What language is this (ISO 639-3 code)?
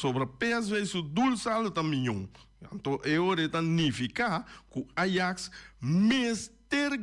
pap